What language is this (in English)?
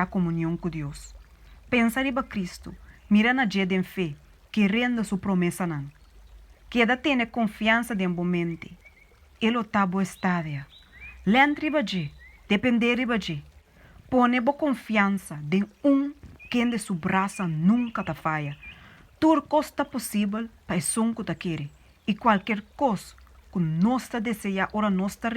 Papiamento